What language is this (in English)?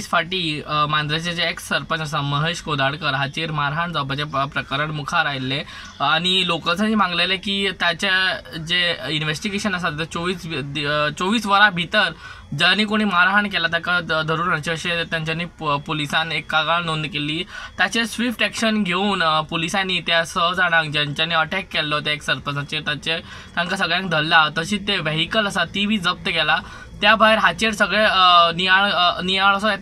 Konkani